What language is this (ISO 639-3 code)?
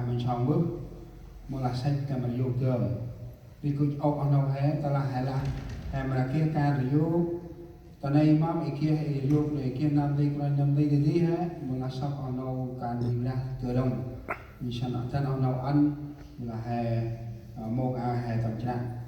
cmo